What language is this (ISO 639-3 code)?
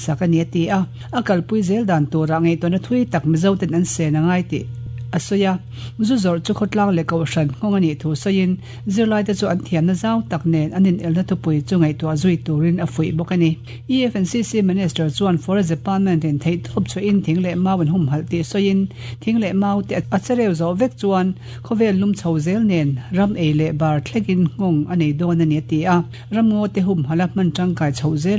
lus